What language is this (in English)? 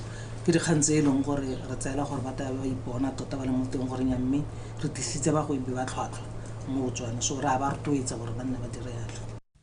Tswana